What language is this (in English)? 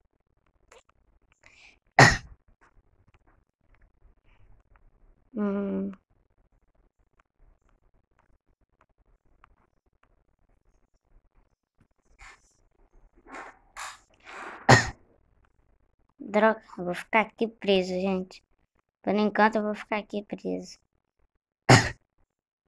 Portuguese